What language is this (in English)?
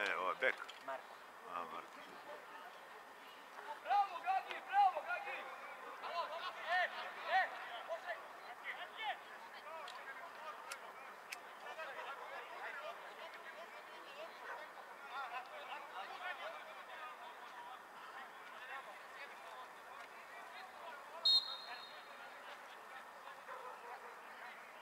Serbian